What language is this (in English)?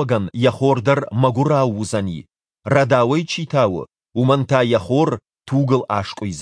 Ossetic